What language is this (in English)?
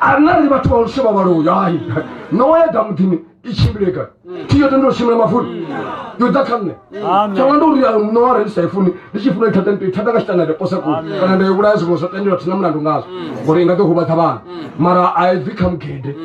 Venda